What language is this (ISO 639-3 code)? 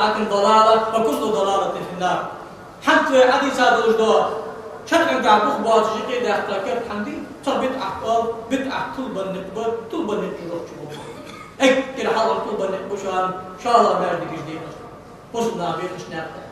inh